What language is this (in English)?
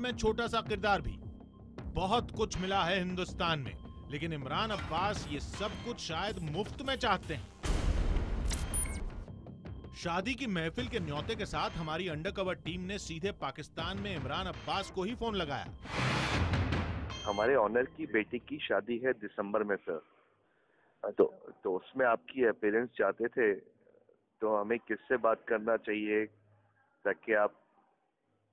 Hindi